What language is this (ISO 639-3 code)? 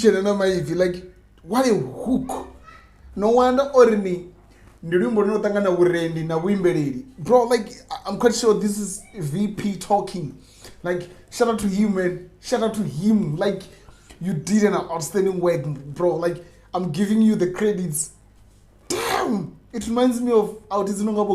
ven